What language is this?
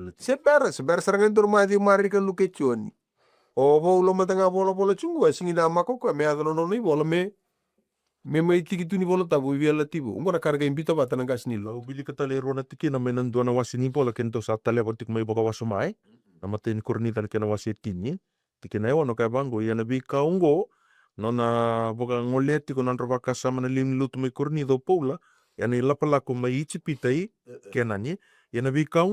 Fijian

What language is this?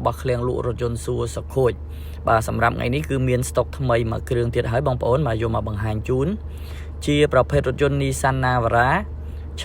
Khmer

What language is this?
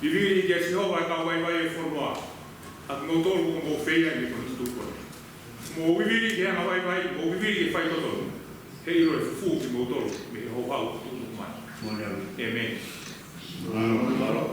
Tongan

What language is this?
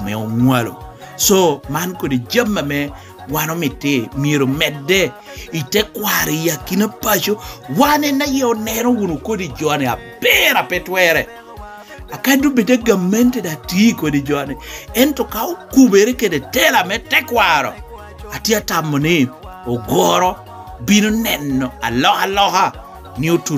Lango (Uganda)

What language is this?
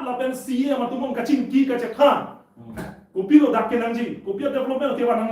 Karbi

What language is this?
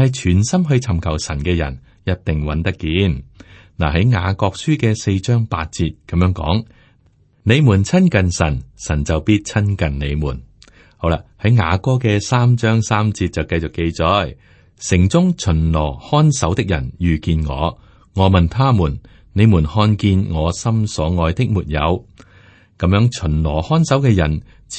Cantonese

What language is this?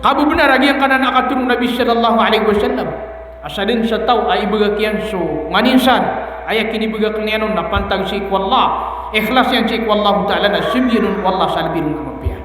Maranao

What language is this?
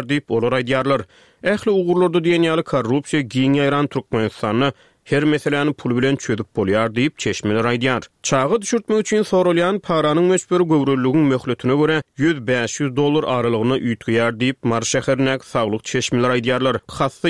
Turkmen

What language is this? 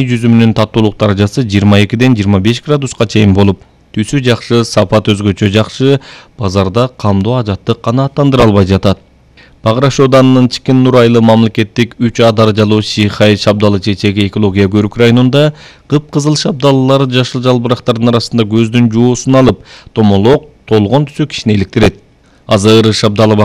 Kyrgyz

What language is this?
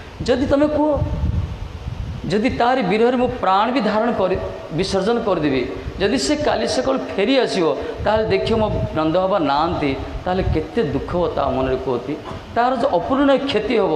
Odia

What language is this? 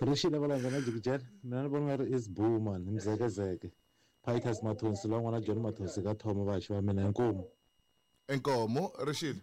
Tsonga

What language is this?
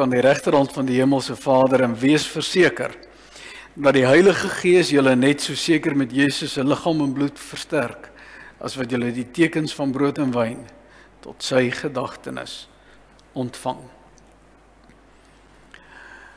Afrikaans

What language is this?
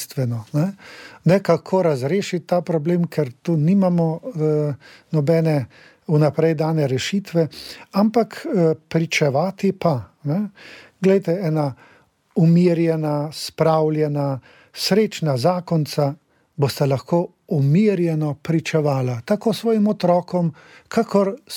Slovenian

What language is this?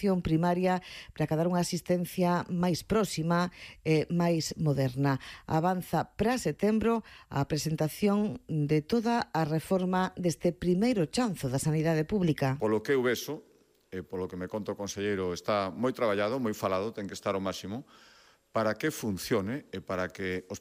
Galician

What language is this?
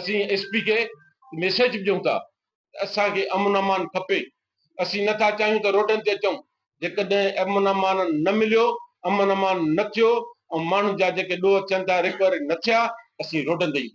Sindhi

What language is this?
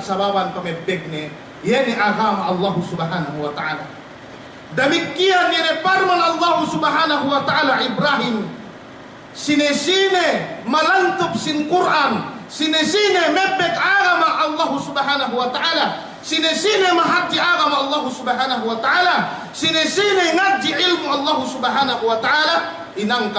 Yakan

